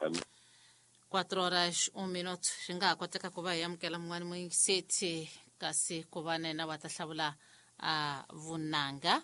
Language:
Tsonga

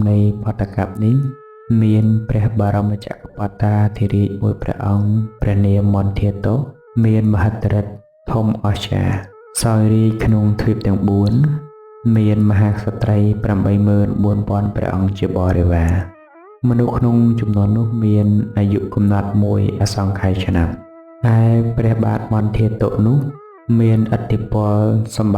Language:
Khmer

